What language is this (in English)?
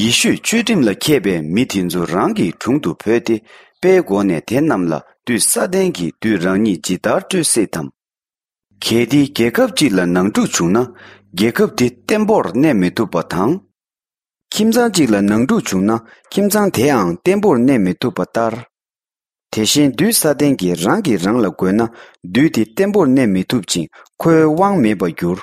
Tibetan